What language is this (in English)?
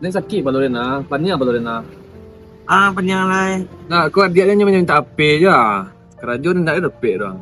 Minangkabau